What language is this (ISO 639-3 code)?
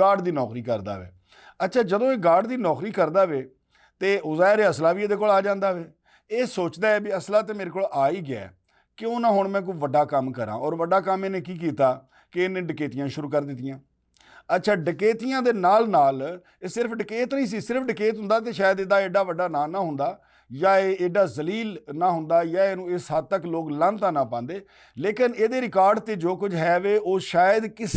lah